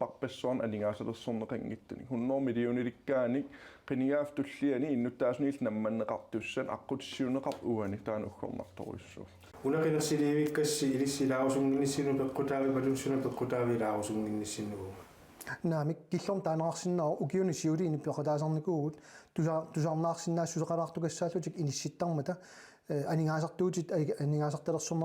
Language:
Kalaallisut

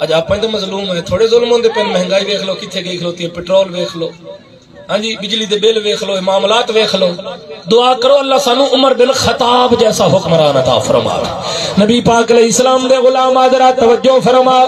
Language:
Saraiki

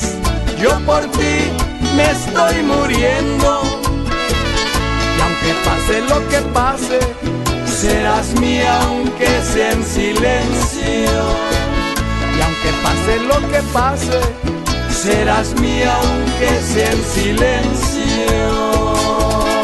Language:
Spanish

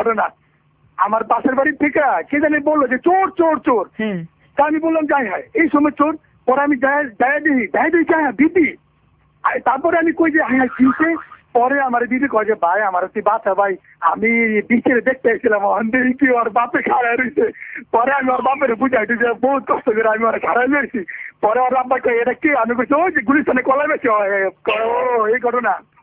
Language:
Bangla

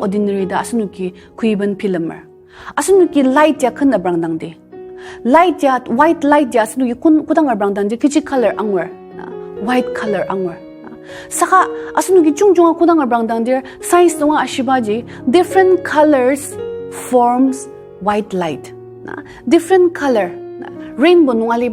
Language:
Ao Naga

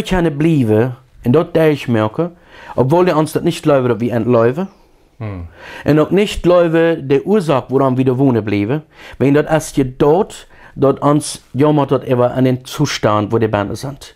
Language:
Plautdietsch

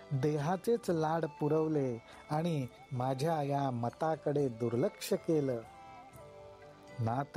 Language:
Marathi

